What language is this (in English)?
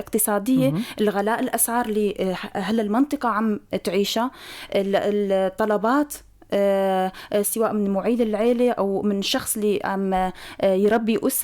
North Levantine Arabic